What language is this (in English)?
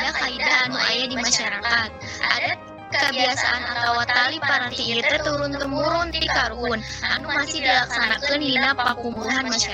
Sundanese